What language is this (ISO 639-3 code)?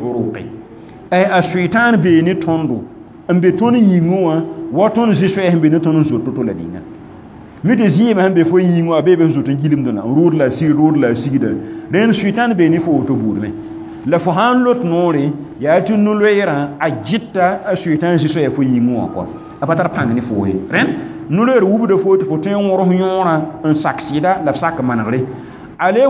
mos